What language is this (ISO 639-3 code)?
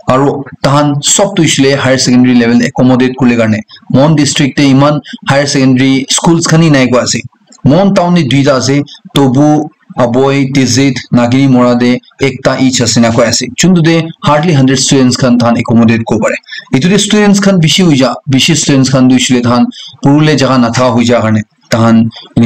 nag